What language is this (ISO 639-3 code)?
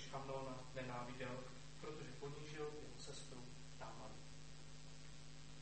ces